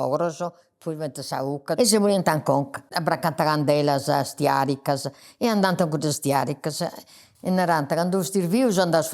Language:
Sardinian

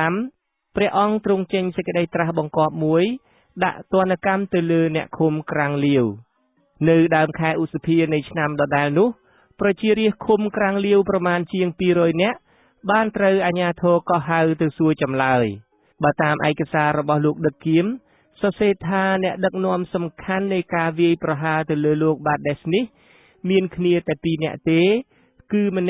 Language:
Khmer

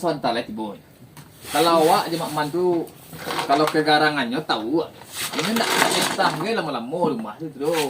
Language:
Minangkabau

